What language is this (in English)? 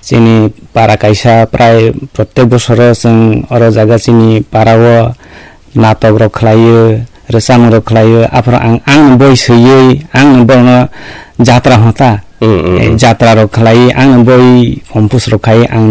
Kok Borok